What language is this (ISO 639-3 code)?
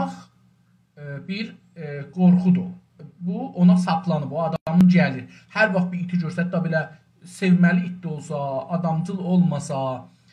azb